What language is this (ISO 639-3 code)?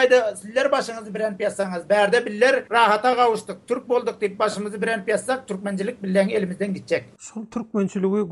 tuk